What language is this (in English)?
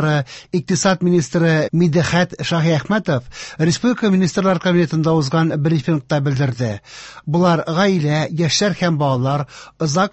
Tatar